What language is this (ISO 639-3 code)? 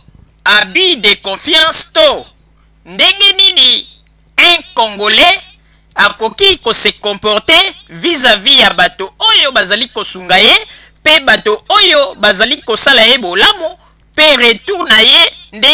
lin